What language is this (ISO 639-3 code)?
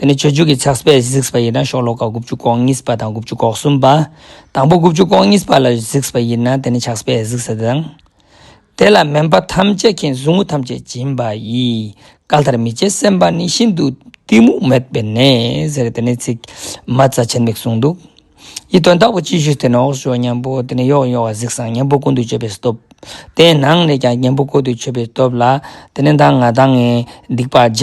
lbj